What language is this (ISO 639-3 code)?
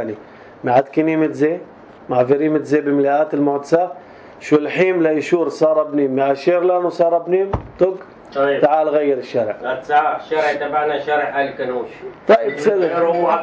apc